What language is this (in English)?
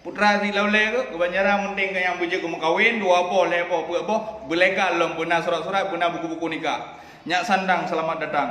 Achinese